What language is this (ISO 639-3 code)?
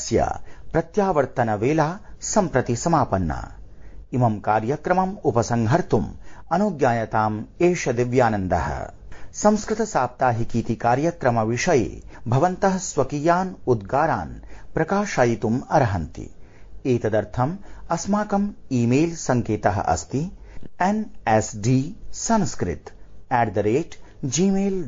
san